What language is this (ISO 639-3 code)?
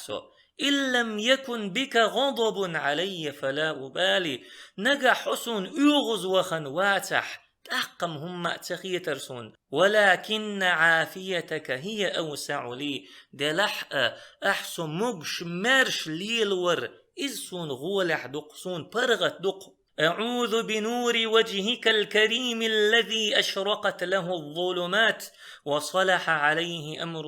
che